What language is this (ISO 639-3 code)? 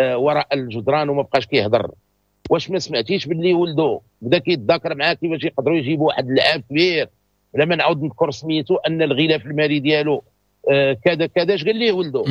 ary